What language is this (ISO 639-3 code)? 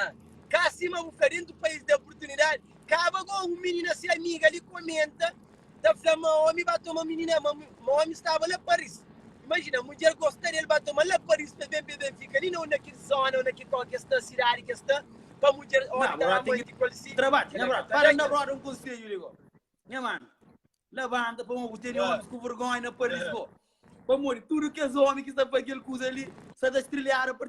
kea